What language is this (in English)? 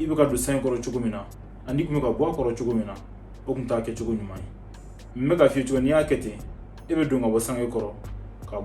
Bambara